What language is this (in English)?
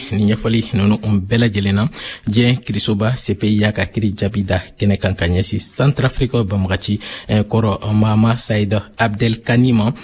Bambara